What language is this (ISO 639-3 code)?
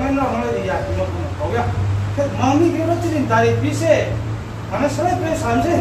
ria